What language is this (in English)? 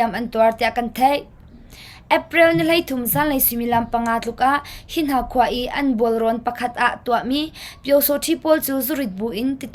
Hakha Chin